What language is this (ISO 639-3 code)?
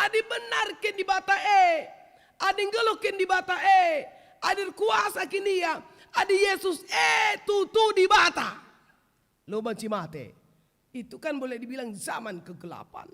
btx